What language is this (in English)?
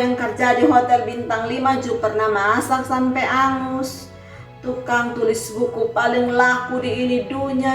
Kupang Malay